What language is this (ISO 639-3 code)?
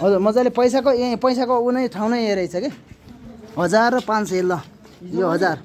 nep